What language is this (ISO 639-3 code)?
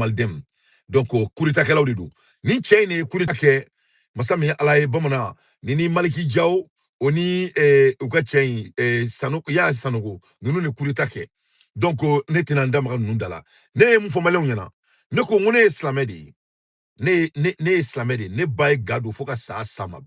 bam